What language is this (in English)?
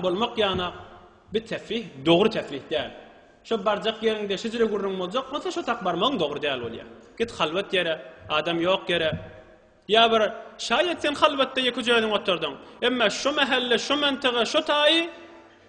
Turkmen